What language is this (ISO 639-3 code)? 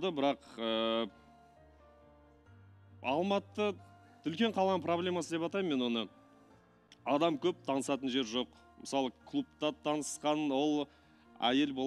kaz